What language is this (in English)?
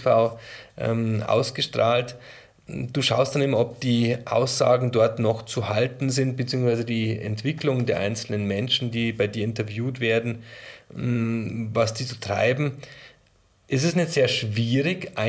German